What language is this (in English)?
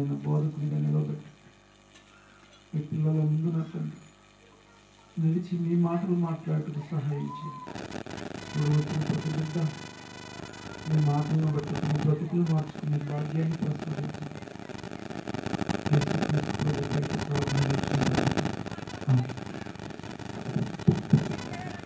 Telugu